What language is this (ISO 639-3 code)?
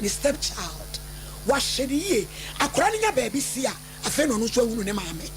aka